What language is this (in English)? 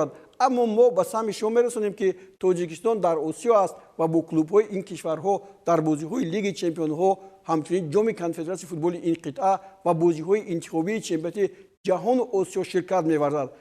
Tajik